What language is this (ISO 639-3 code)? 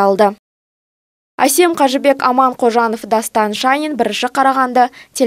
kaz